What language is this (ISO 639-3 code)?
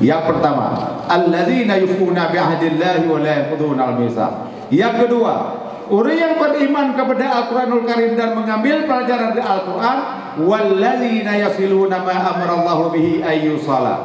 ace